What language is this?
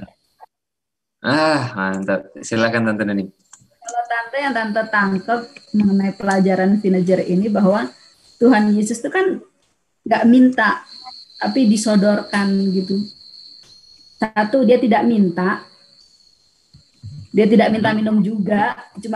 Indonesian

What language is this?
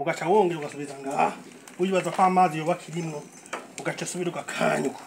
Rundi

